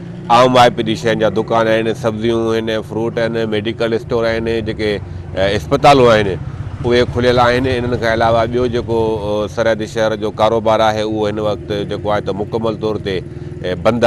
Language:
Sindhi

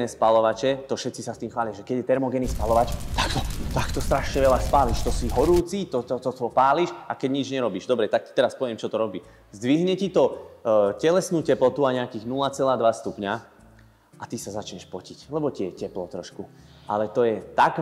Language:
Slovak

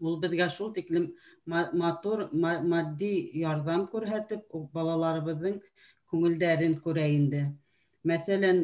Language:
Bashkir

